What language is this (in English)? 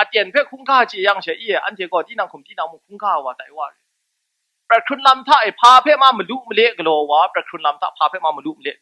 Kachin